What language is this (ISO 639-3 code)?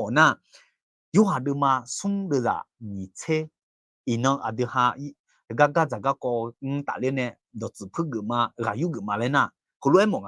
ahk